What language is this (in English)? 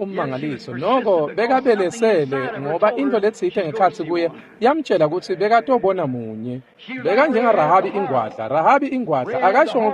Swati